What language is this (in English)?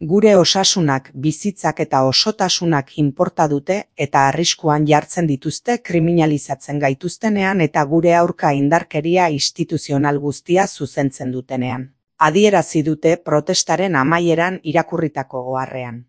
Basque